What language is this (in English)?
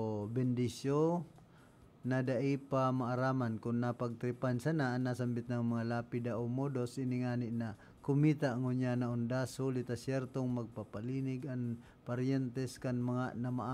Bikol